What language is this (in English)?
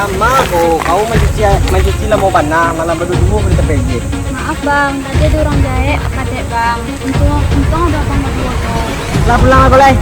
Minangkabau